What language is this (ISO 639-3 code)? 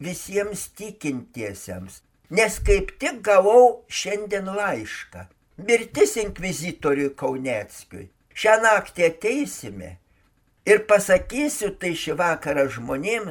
lit